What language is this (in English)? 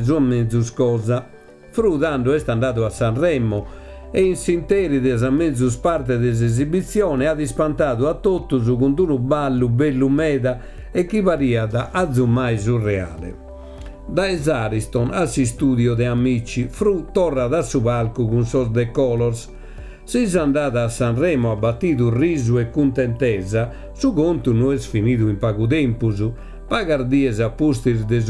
Sardinian